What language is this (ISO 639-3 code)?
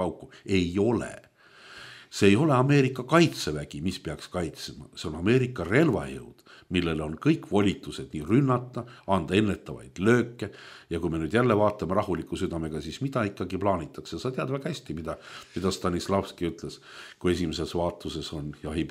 est